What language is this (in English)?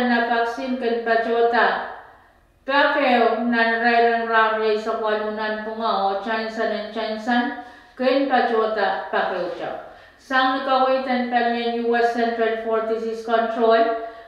Pohnpeian